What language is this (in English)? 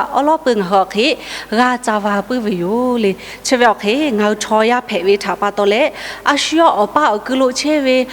Lahu